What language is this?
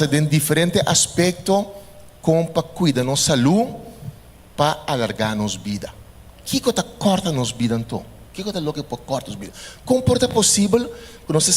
Papiamento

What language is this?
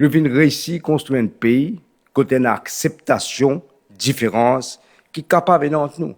Morisyen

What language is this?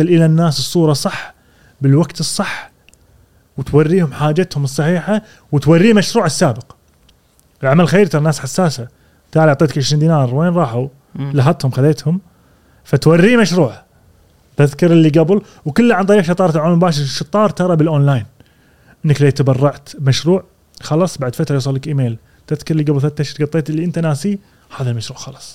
Gulf Arabic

